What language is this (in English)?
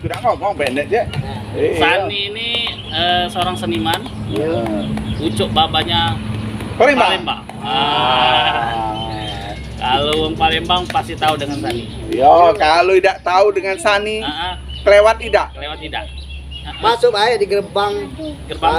Musi